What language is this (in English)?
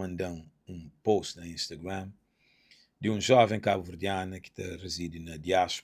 Kabuverdianu